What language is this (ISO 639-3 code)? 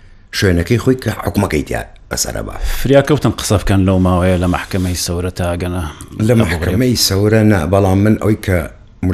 ckb